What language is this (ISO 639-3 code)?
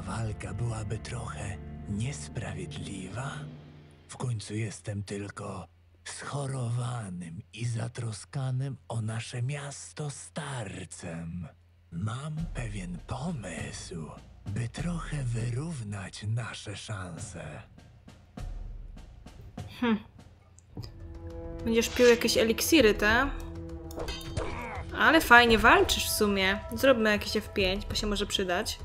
pol